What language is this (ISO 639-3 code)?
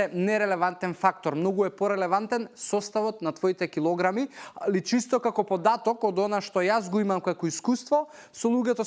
mkd